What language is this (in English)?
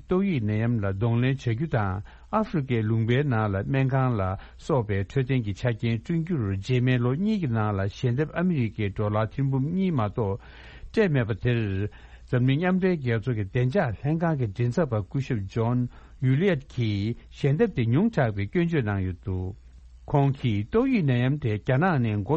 Tibetan